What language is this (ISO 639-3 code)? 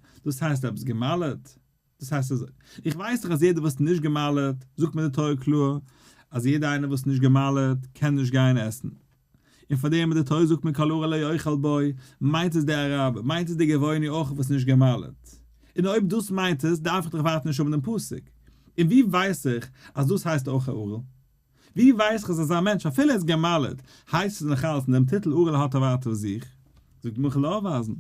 yid